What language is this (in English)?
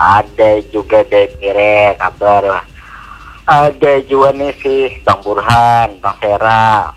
Banjar